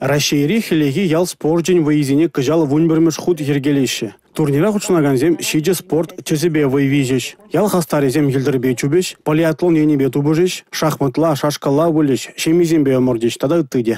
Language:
Chuvash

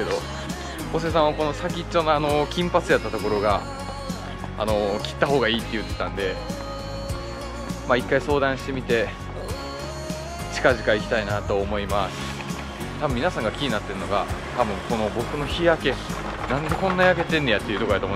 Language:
Japanese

